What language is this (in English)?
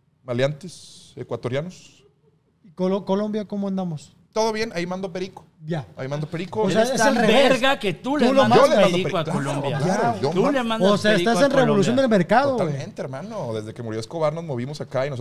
Spanish